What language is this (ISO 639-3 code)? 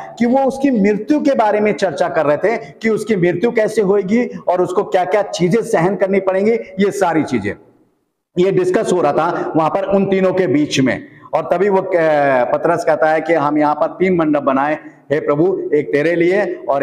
hin